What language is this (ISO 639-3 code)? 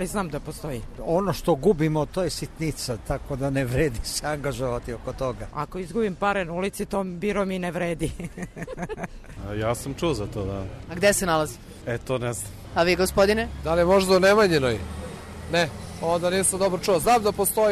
srp